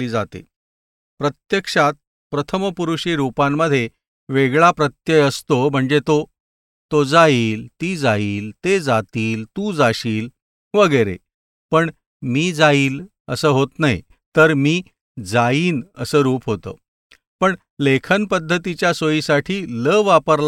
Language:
Marathi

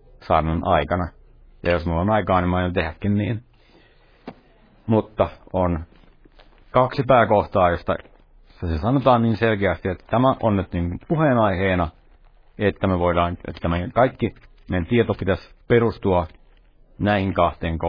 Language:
Finnish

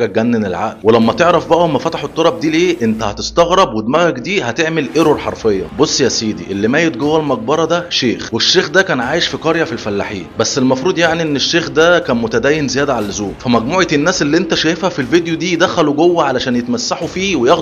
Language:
Egyptian Arabic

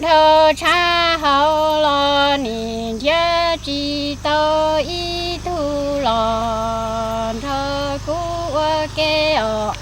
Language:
Hmong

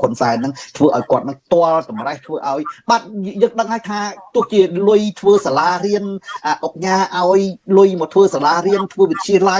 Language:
Khmer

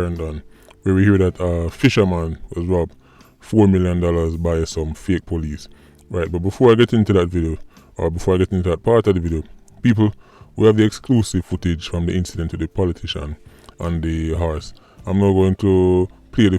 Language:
Jamaican Creole English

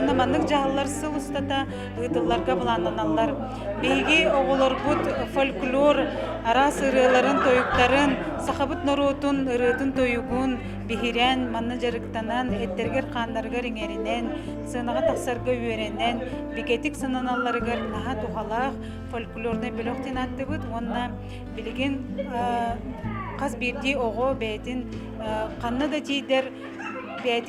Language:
Yakut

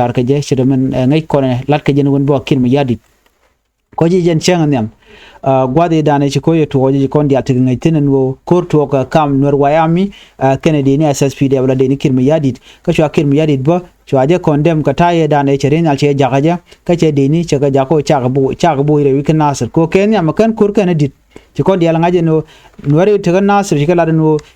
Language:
Nuer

